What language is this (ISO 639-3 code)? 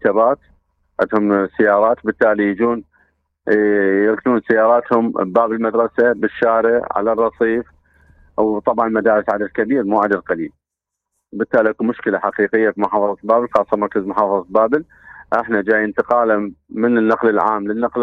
acm